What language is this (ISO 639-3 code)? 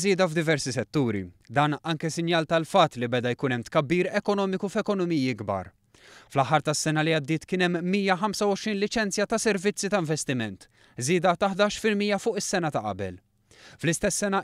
mlt